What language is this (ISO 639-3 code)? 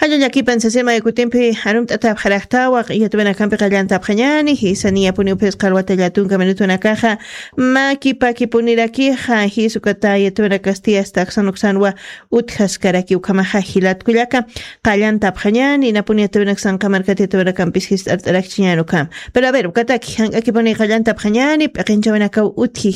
aym